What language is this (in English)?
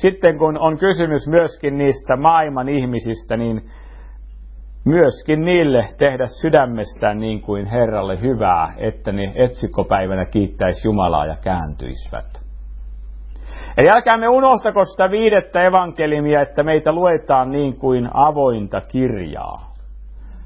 Finnish